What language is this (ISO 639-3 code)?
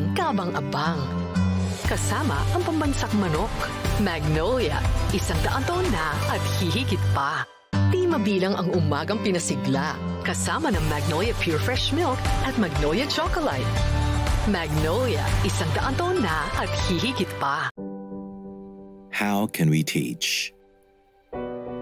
fil